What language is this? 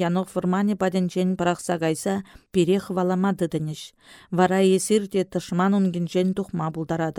Chuvash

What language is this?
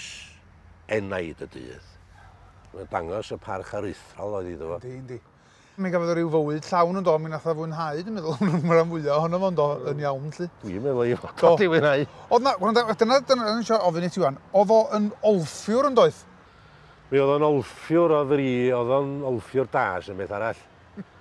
Welsh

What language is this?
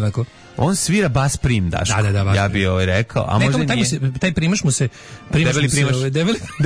Serbian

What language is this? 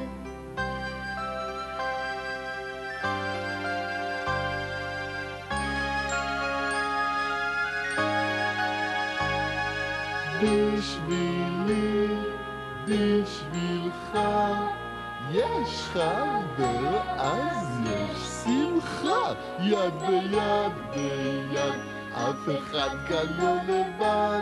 Hebrew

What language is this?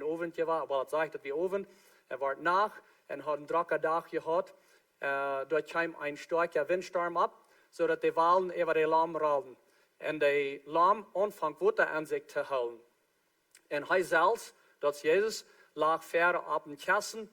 Plautdietsch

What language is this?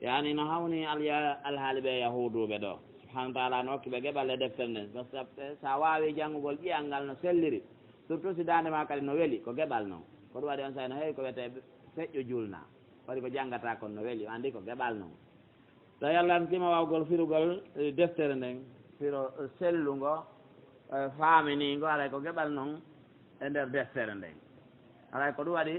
Pular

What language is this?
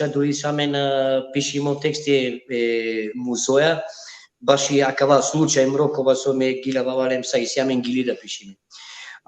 Balkan Romani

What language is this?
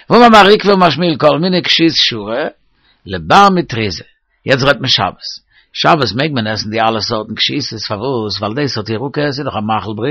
Yiddish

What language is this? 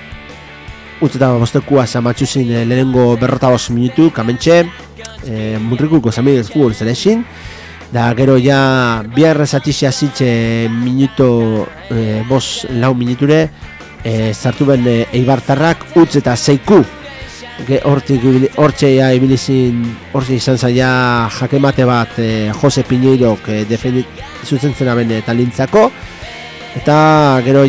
Basque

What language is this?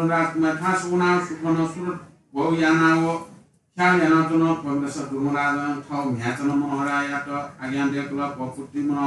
Newari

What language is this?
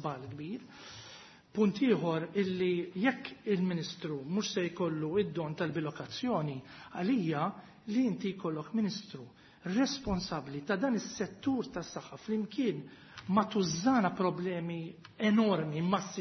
Maltese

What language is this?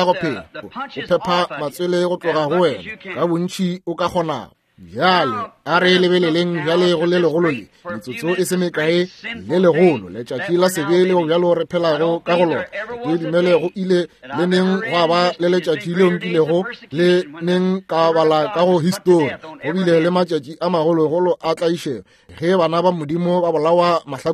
Northern Sotho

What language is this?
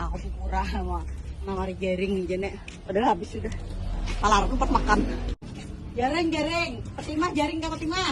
Banjar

